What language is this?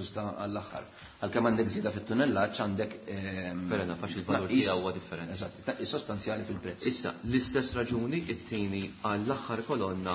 Maltese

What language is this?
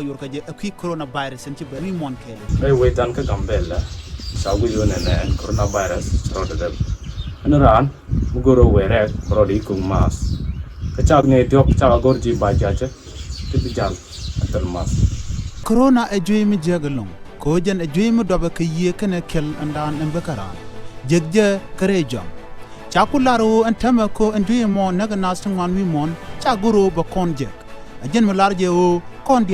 Nuer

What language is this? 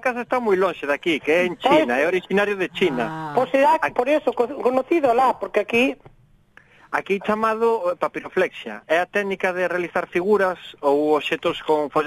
Galician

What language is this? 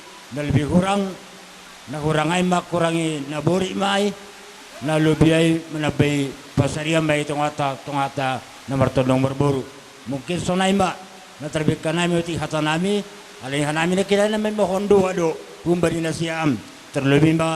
Batak Simalungun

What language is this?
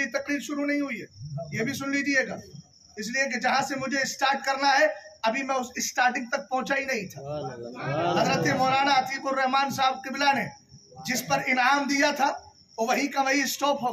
Urdu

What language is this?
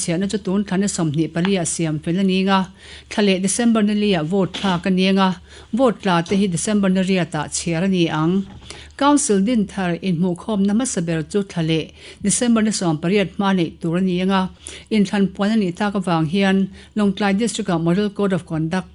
Mizo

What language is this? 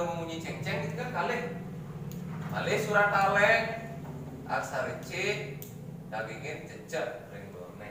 Balinese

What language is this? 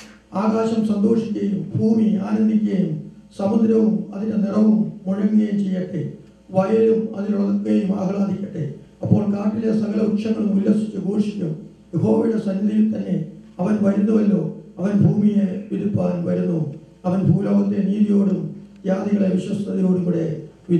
Malayalam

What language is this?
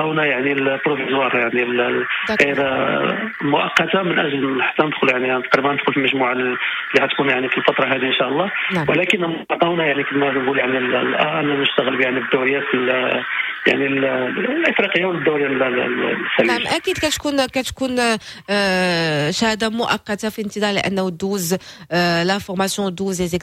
Moroccan Arabic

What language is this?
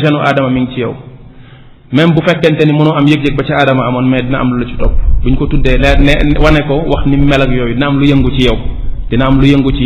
Wolof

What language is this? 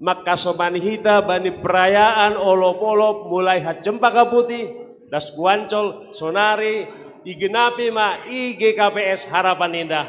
Batak Simalungun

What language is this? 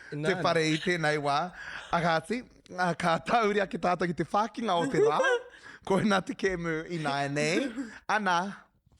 Māori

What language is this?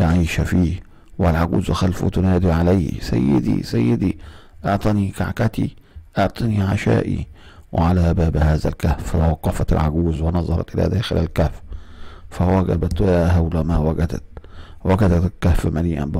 Arabic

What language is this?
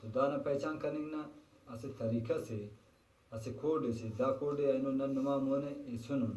Brahui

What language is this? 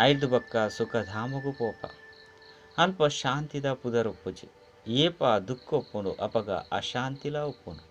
Tulu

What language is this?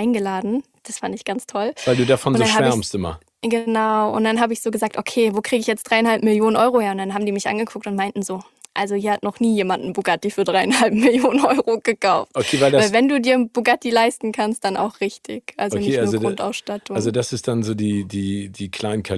German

